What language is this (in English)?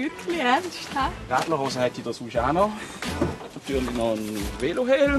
Swiss German